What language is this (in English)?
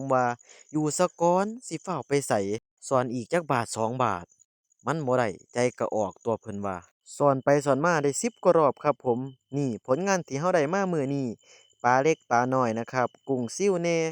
Northeastern Thai